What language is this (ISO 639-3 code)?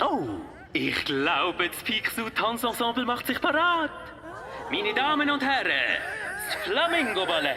gsw